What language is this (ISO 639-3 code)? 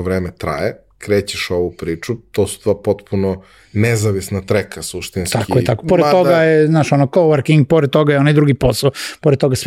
srp